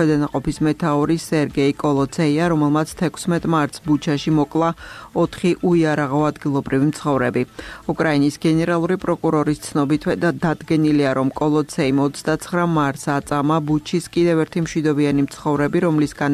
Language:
Georgian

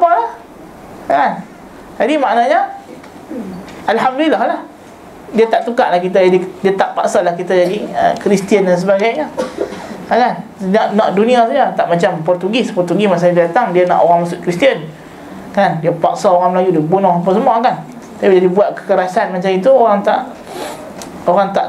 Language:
Malay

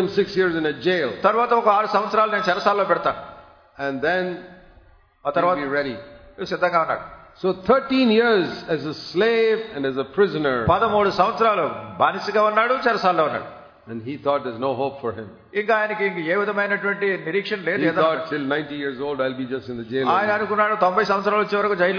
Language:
Telugu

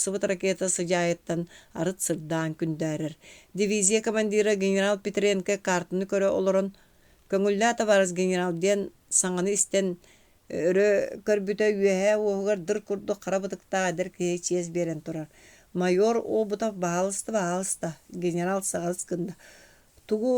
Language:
Yakut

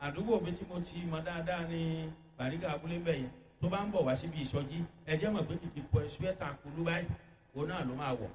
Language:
Yoruba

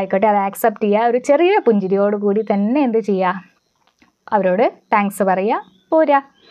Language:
Malayalam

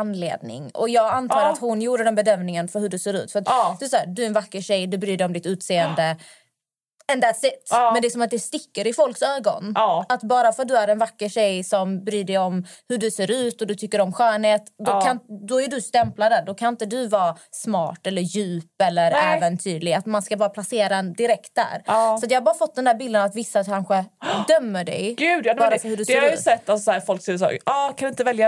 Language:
Swedish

